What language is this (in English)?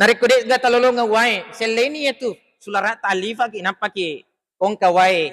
Buginese